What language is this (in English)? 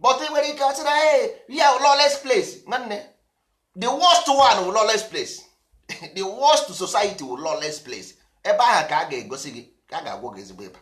Igbo